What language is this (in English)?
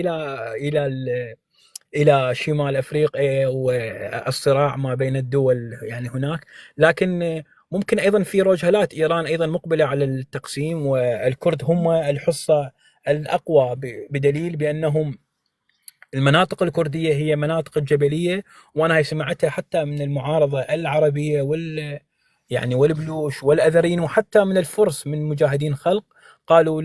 North Levantine Arabic